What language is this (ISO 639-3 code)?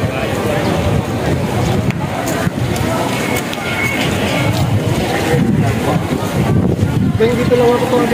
fil